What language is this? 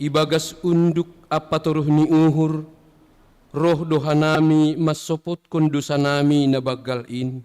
Batak Simalungun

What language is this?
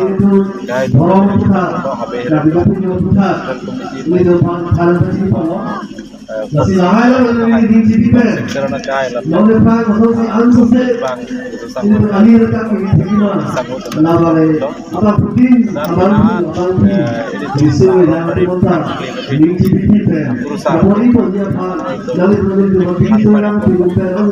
Karbi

